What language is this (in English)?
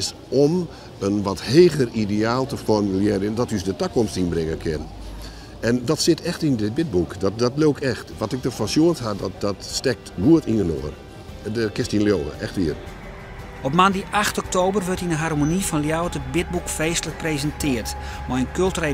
Western Frisian